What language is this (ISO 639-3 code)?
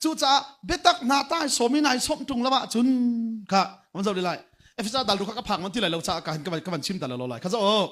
cnh